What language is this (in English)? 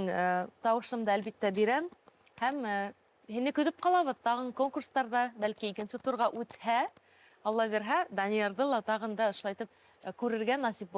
Bashkir